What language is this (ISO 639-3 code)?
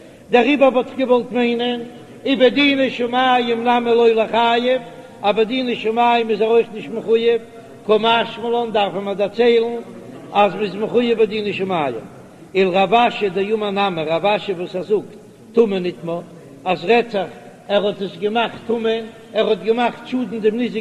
yid